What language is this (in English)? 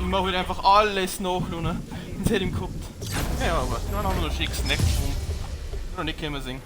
Bavarian